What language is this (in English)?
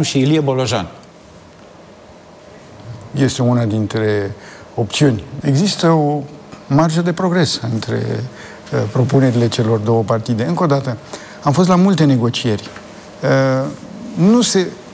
Romanian